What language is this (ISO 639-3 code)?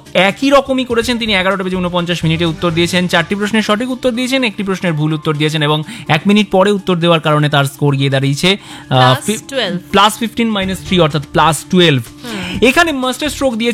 ben